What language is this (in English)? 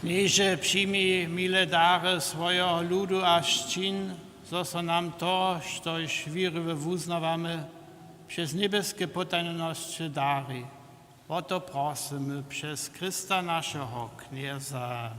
Upper Sorbian